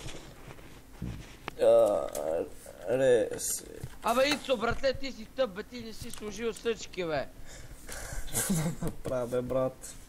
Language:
Bulgarian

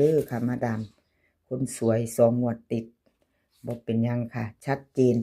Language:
Northeastern Thai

